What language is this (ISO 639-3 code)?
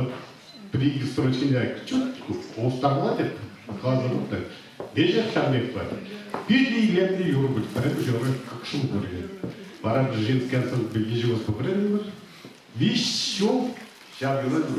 chv